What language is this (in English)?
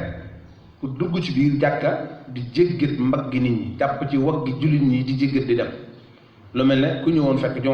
Wolof